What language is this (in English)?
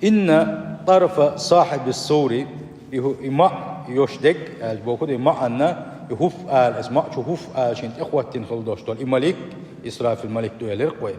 Chechen